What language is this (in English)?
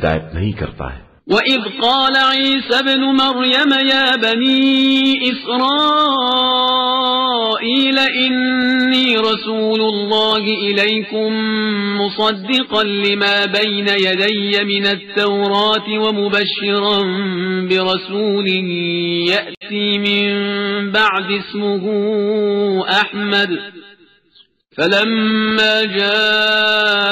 Urdu